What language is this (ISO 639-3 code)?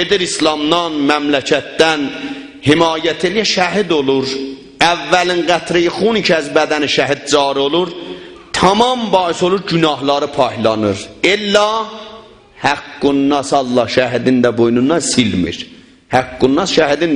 azb